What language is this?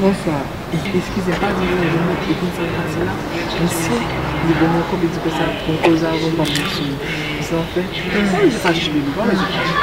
Haitian Creole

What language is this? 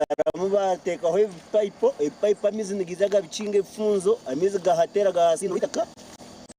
Nyankole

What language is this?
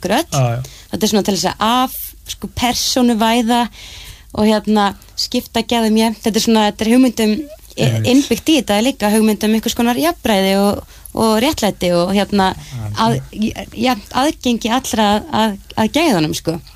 Icelandic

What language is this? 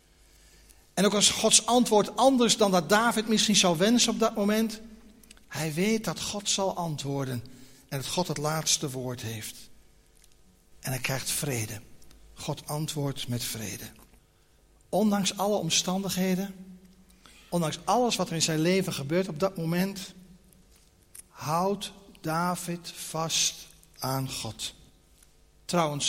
Dutch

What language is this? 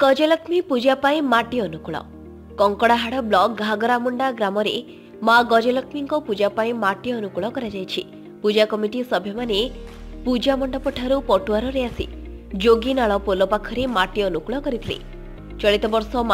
Odia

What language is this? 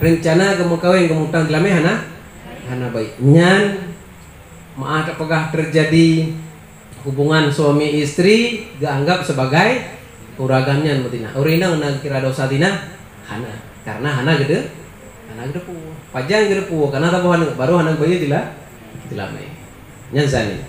Achinese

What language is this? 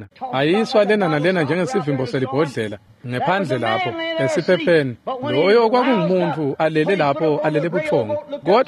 Swati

